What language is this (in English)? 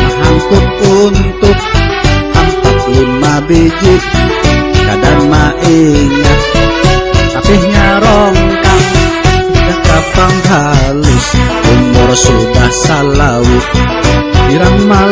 Banjar